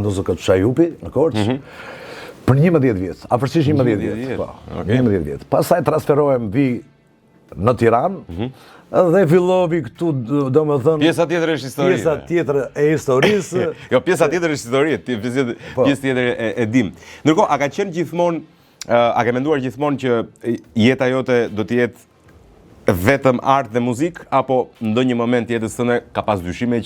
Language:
Albanian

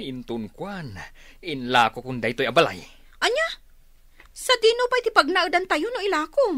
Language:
Iloko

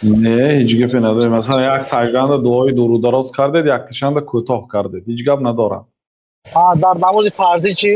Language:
Tajik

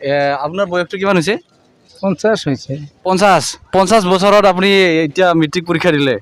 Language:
Assamese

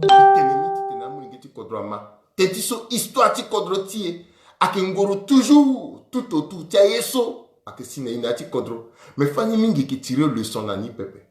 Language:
Sango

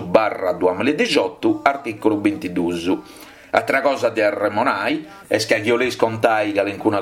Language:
Sardinian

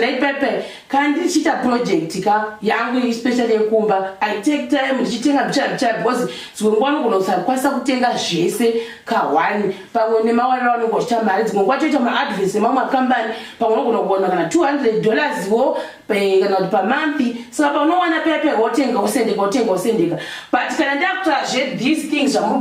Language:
Shona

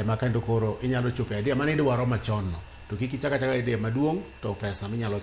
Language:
Luo (Kenya and Tanzania)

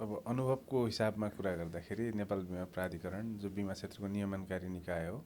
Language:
Nepali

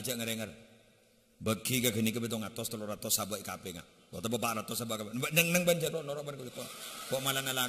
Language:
Madurese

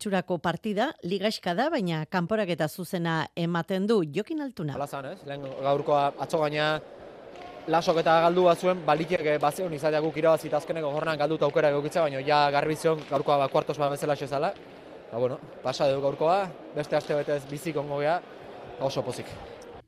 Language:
Basque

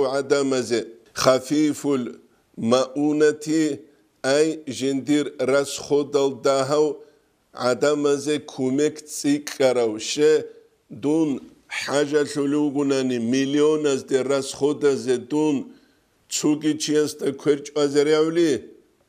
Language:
Avaric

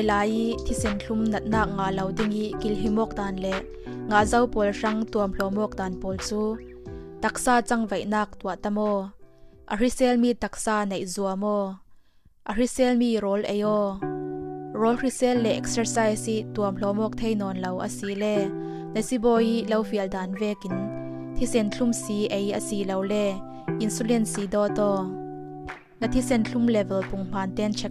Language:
Falam Chin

